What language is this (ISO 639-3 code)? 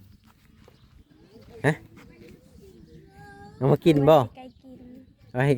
lao